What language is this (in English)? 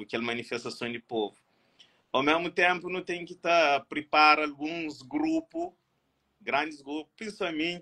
Kabuverdianu